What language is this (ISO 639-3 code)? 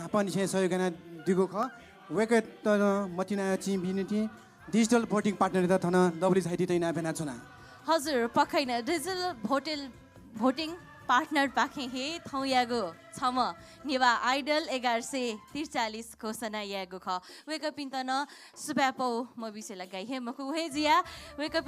new